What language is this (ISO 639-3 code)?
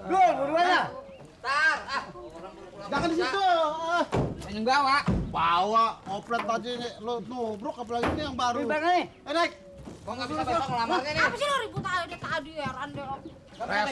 bew